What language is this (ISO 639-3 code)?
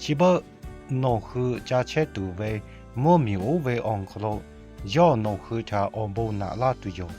lhu